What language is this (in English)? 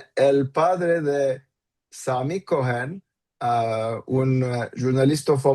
Ladino